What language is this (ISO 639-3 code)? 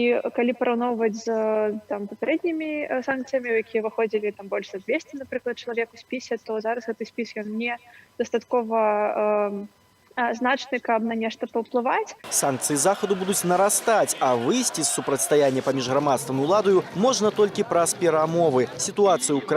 bel